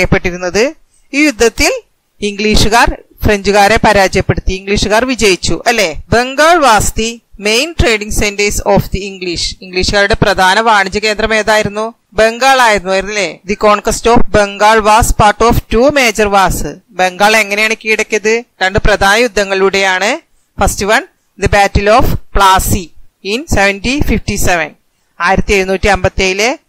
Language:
Malayalam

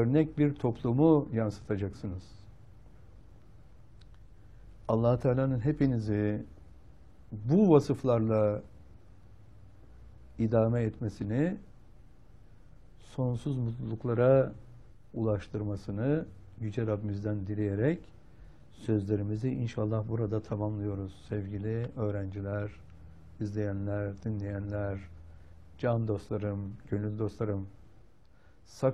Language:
Turkish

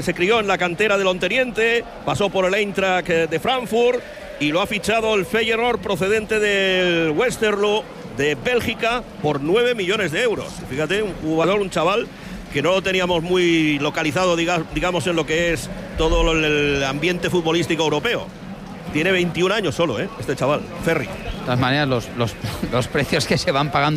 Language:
Spanish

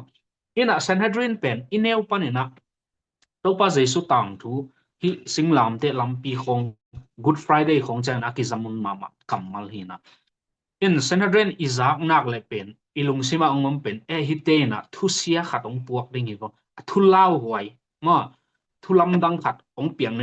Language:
Tedim Chin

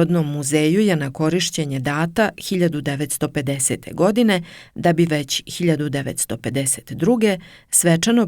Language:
Serbian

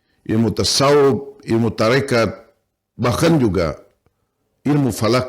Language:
Banjar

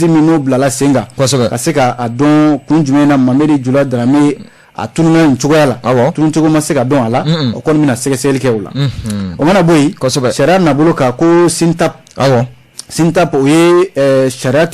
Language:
Bambara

